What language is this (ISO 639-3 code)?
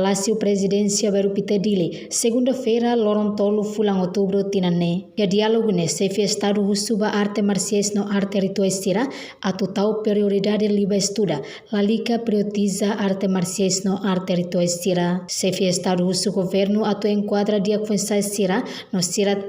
tet